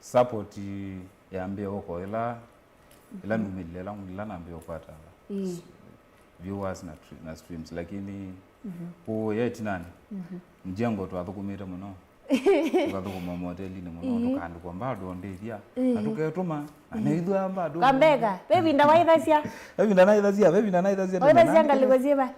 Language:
Kamba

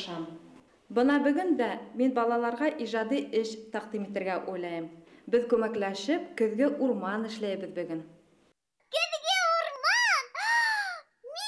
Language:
Bashkir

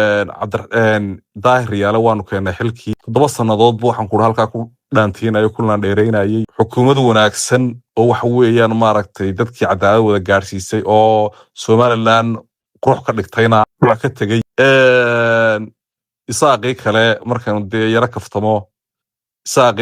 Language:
Somali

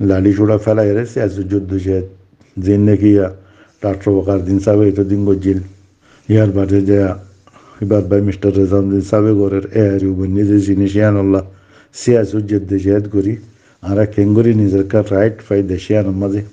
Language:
Rohingya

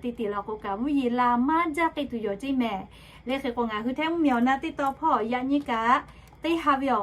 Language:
Lahu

